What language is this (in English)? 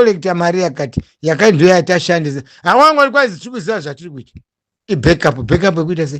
Shona